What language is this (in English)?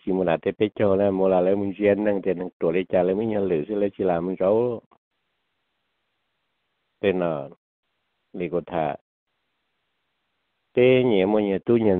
Vietnamese